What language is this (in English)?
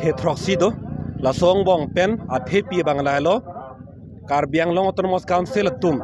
Karbi